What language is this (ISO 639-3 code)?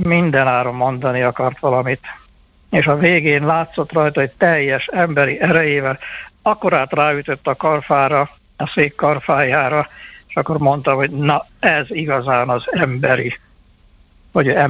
hun